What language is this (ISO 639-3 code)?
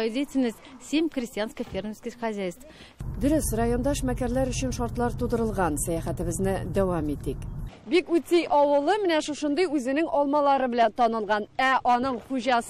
tat